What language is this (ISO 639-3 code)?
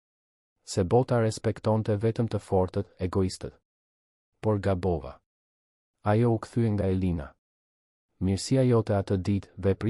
sqi